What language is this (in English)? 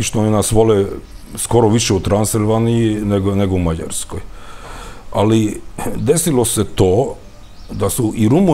Serbian